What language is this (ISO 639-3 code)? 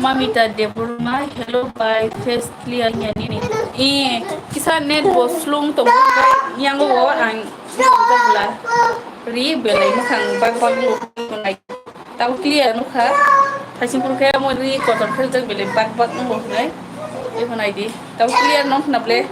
trp